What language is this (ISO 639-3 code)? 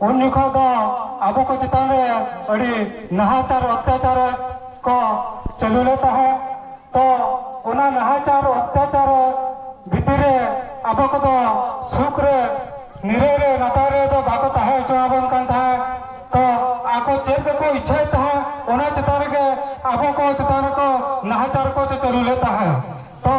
sat